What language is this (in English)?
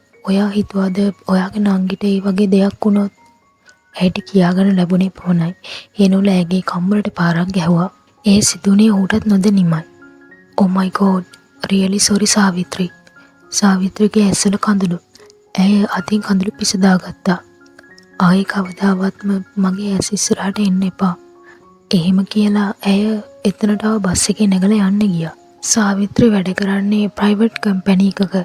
Sinhala